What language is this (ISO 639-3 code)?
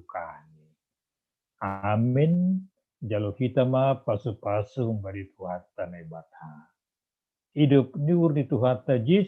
bts